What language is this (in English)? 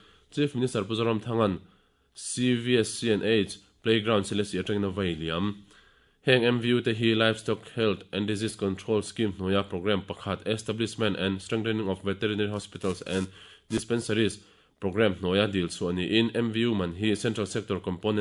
Mizo